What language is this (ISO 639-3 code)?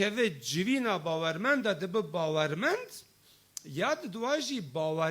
kur